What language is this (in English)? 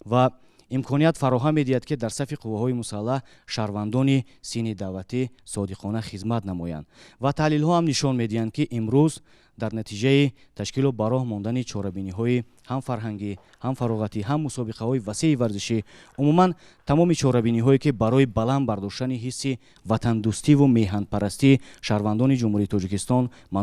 Tajik